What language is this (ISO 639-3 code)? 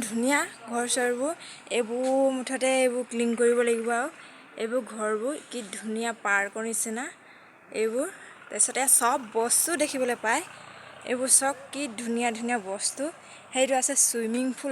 asm